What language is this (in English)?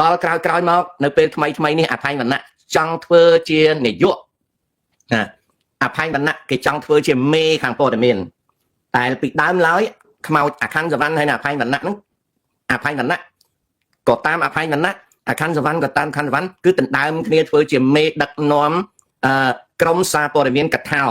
Khmer